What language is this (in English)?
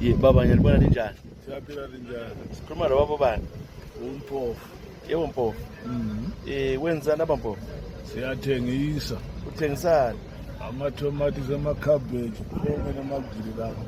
North Ndebele